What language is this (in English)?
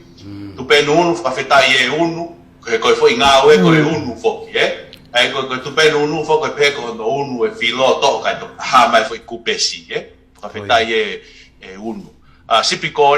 Tongan